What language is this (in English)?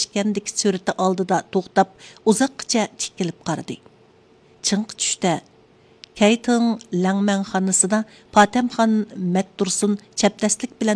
Uyghur